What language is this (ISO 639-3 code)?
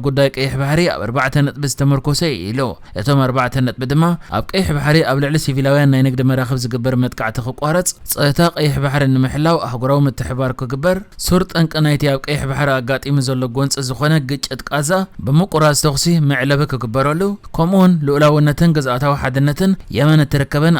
tir